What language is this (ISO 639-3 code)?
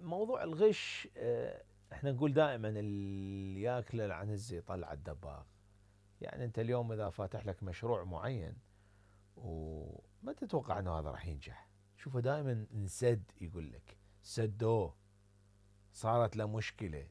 acm